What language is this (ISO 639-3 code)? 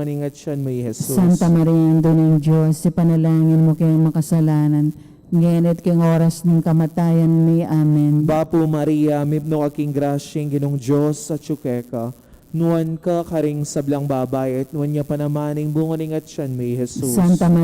pam